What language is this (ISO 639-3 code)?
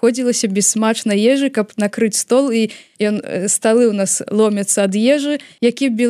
bel